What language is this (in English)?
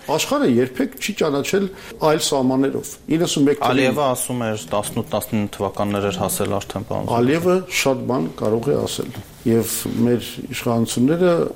Armenian